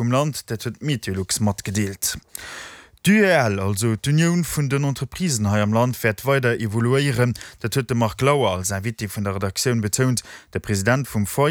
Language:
Luxembourgish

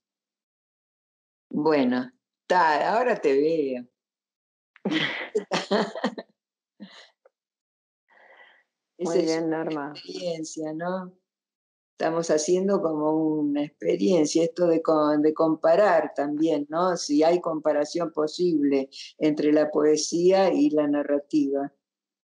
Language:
Spanish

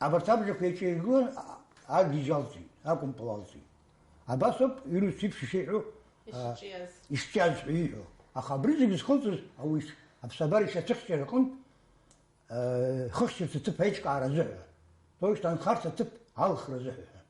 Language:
Abkhazian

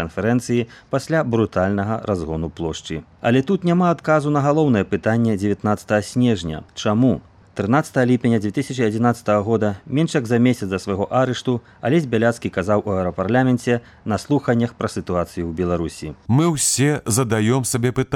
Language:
Belarusian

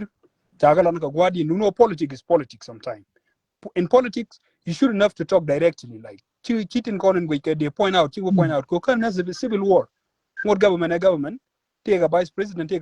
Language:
Nuer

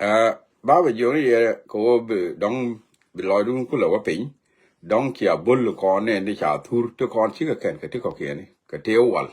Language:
Nuer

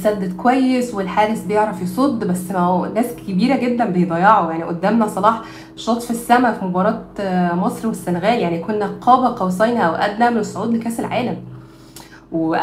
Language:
Egyptian Arabic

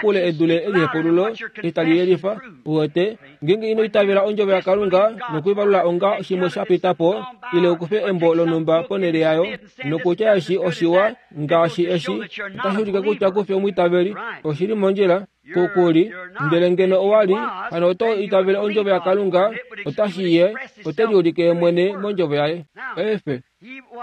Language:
Kuanyama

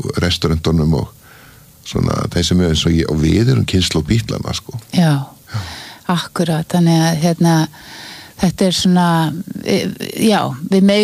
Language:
Icelandic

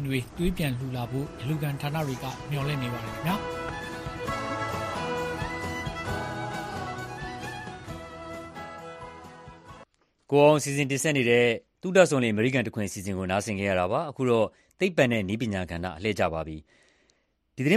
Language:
Burmese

